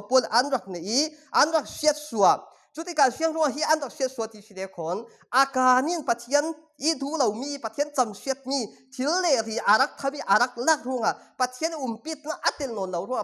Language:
Falam Chin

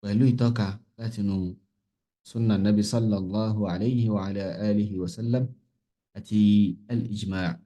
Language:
Yoruba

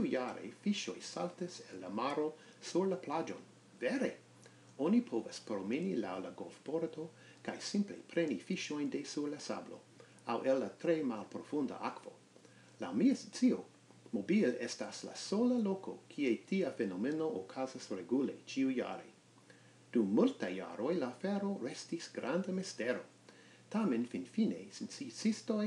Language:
Esperanto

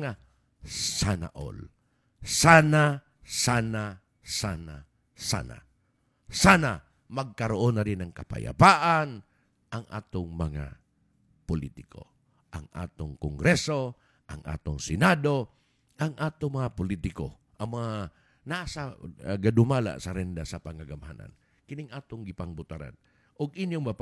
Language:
Cebuano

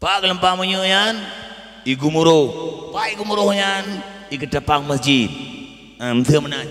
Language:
Achinese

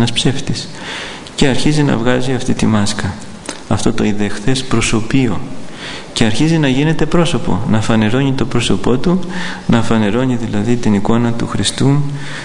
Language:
Greek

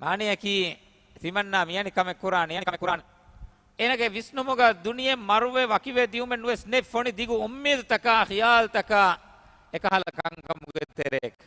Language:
Divehi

